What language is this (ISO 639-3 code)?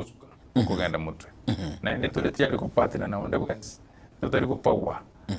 guz